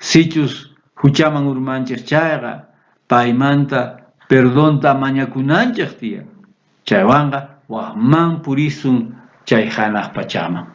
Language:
South Bolivian Quechua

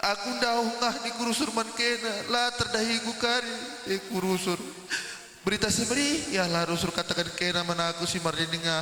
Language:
Batak Karo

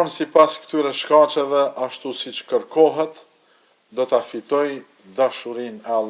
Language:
Albanian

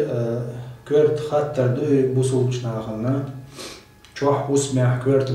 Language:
Chechen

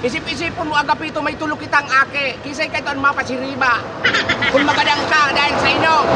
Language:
Bikol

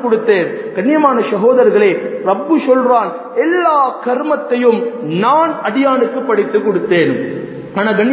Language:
Tamil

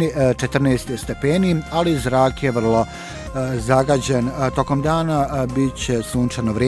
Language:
Bosnian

